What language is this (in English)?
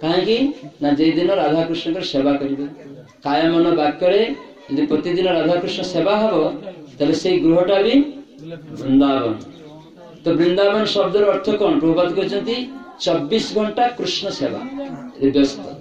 Odia